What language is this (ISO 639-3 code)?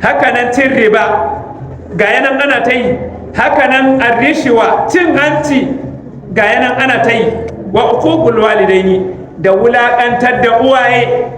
hau